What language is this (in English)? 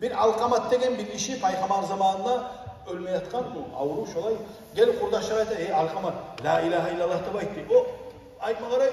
Kumyk